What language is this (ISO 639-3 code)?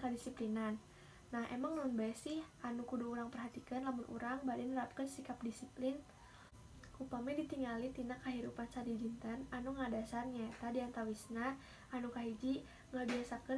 sun